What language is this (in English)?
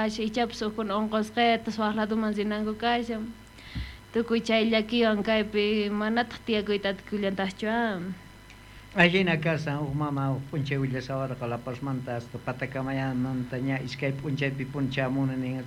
South Bolivian Quechua